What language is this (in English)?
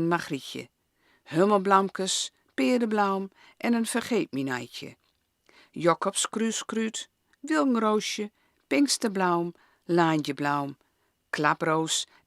Gronings